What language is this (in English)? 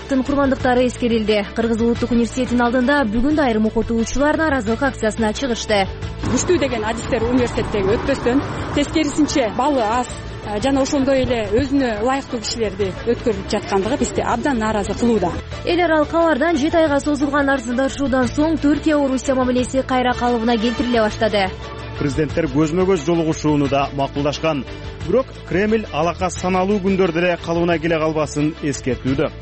Kyrgyz